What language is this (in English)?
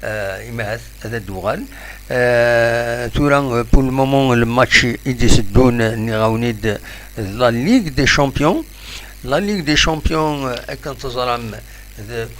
Kabyle